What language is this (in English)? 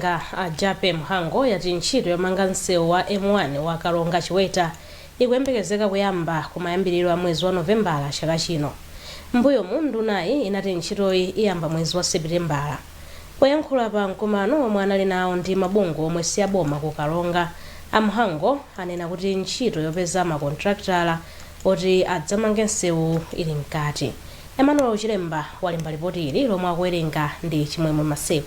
Nyanja